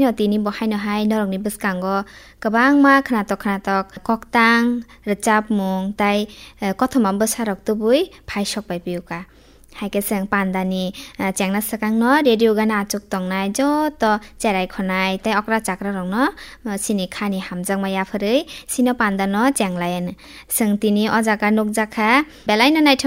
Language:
Kok Borok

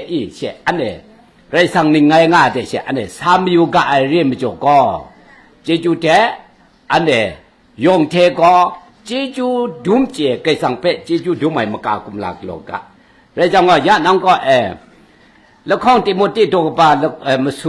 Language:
Kachin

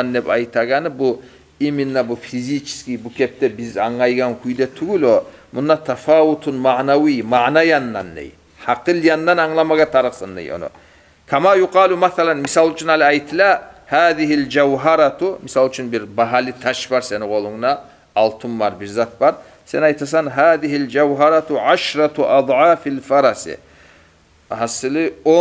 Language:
Kumyk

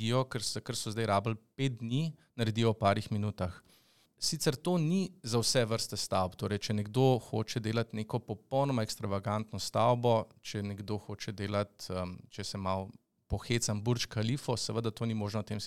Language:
Slovenian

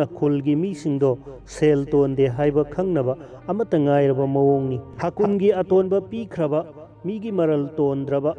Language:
Manipuri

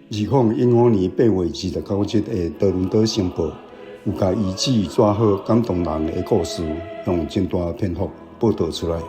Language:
Min Nan Chinese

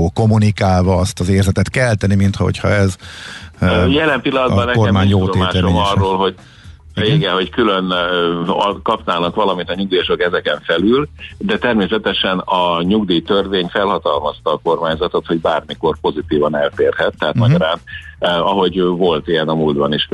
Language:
Hungarian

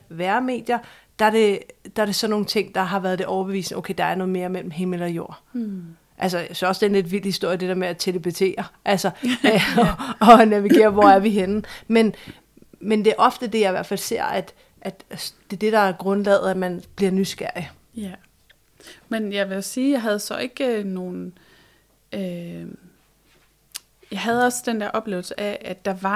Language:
Danish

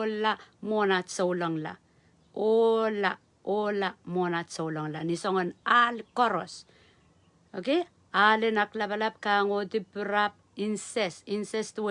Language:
Pohnpeian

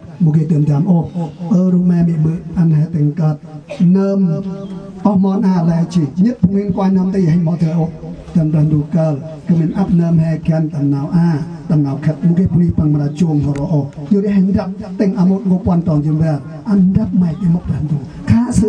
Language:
Central Mnong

